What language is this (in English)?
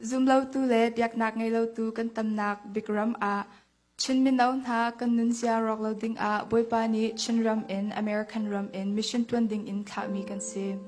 Hakha Chin